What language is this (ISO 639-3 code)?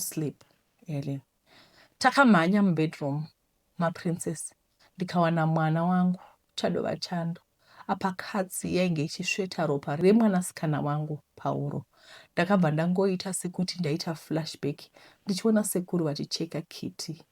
sna